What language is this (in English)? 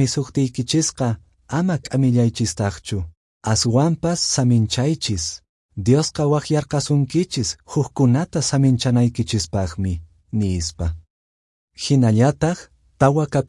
Quechua